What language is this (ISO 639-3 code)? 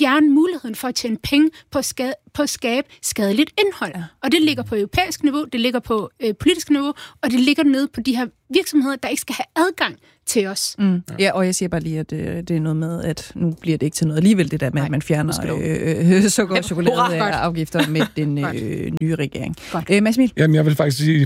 dan